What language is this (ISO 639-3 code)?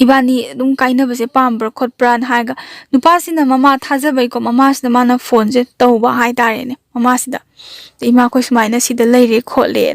mni